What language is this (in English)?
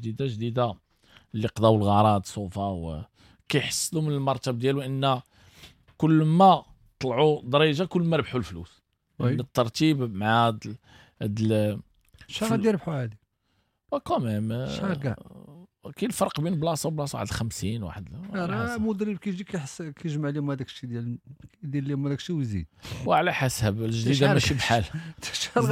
Moroccan Arabic